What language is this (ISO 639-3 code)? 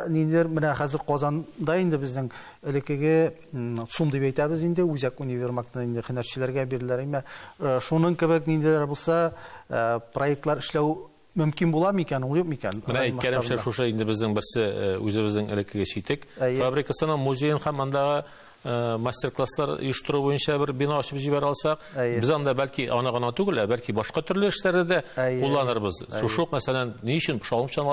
tat